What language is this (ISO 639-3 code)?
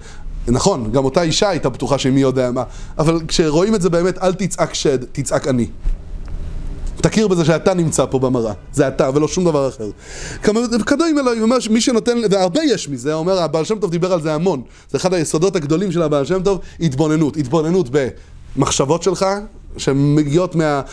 heb